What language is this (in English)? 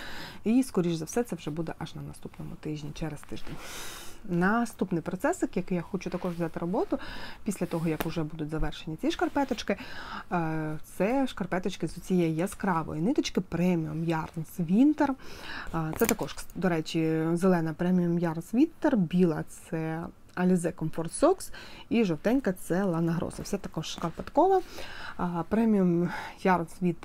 Ukrainian